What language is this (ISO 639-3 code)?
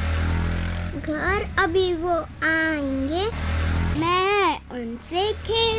hin